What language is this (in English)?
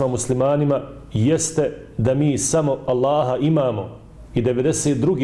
Bosnian